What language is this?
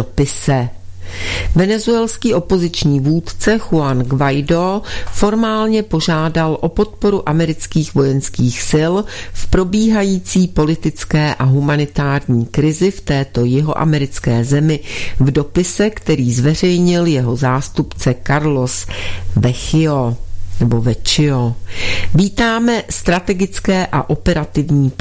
Czech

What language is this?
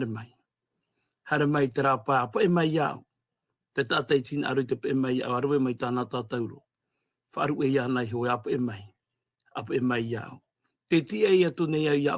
Tahitian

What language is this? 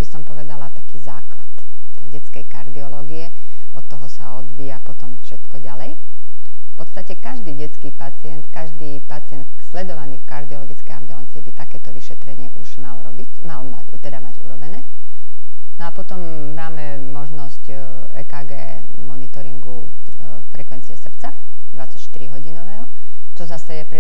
Slovak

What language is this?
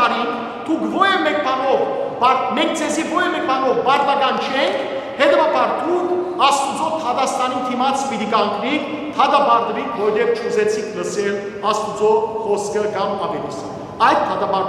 Western Armenian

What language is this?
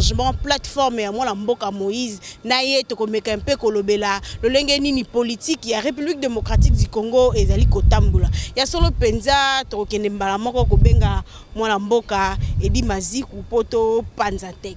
Lingala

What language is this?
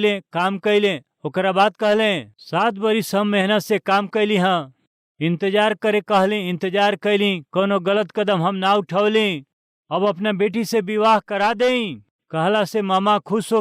Bhojpuri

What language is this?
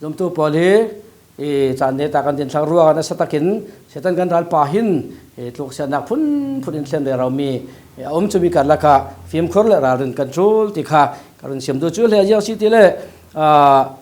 Falam Chin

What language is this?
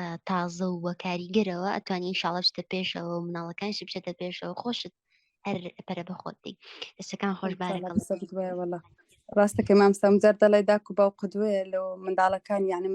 Central Kurdish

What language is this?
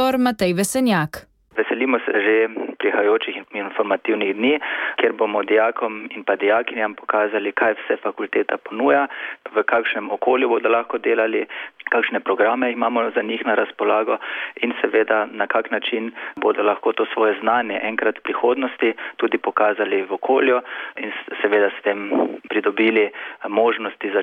Slovenian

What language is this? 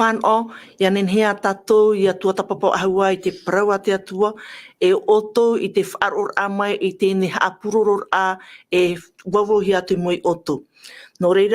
Tahitian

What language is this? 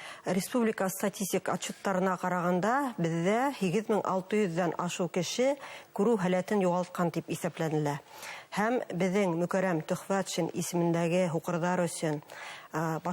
Bashkir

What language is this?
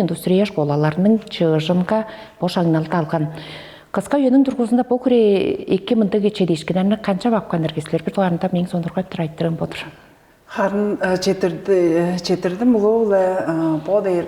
Tuvinian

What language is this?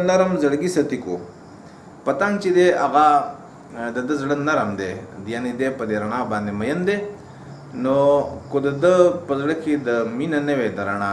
Pashto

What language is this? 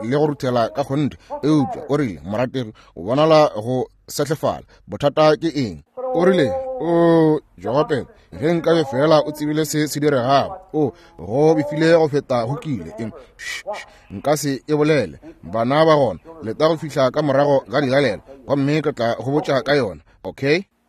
Northern Sotho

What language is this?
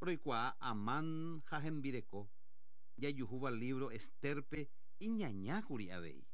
Guarani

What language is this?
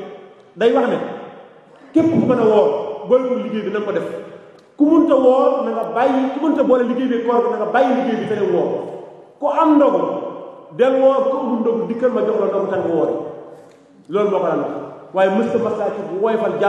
Wolof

